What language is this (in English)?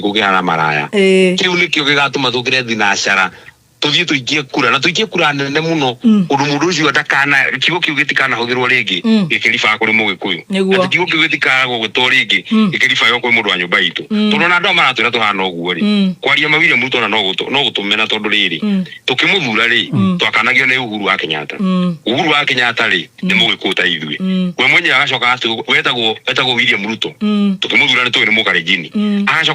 Kikuyu